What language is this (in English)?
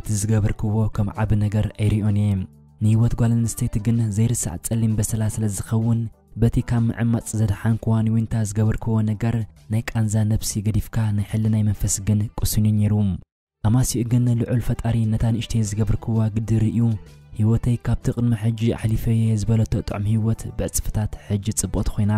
Tigrinya